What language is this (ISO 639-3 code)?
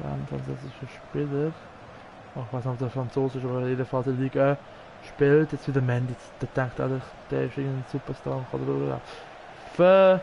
gsw